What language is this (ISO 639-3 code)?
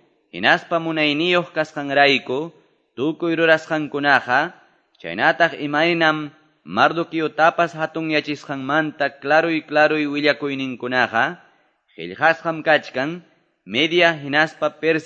que